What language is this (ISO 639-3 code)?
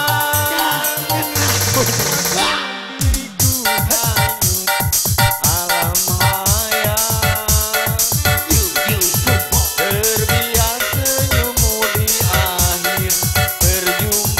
ind